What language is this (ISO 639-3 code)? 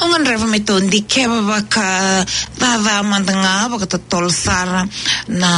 fij